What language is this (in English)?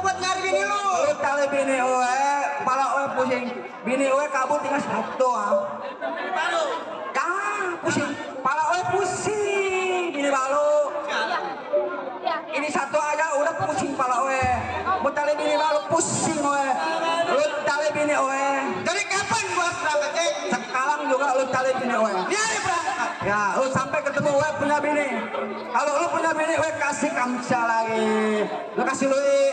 Betawi